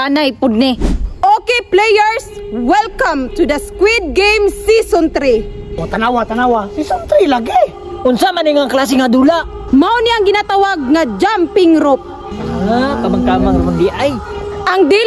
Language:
Cebuano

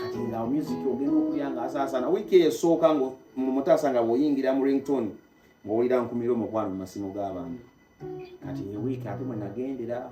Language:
Ganda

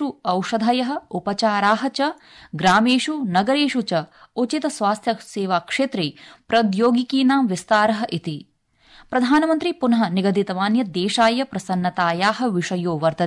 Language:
Sanskrit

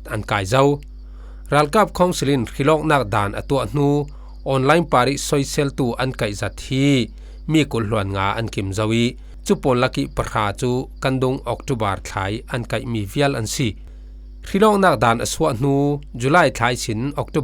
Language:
Falam Chin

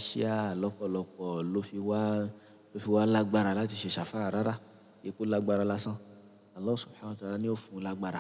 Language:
Yoruba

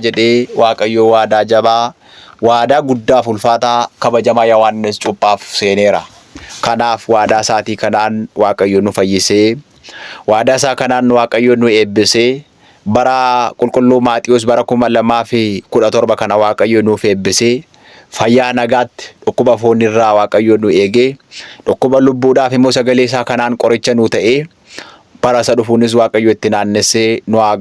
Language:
Oromo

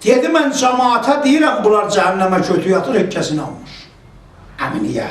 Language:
South Azerbaijani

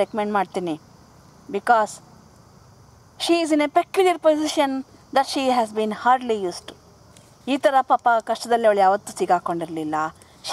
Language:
Kannada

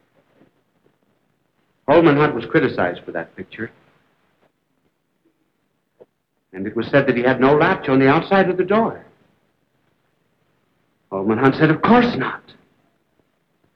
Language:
English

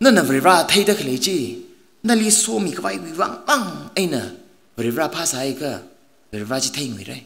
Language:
Tangkhul Naga (India)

